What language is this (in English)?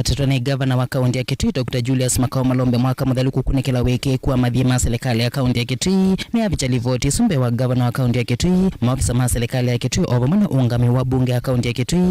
Kamba